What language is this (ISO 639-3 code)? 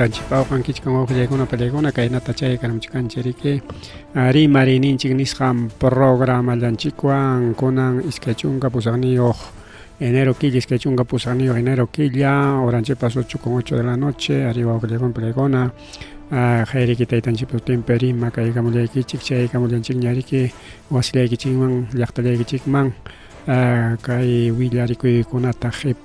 quy